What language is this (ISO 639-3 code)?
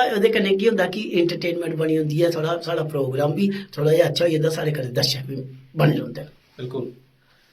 doi